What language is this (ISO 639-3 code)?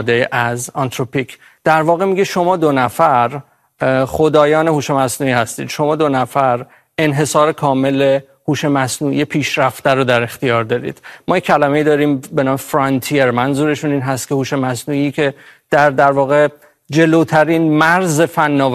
fas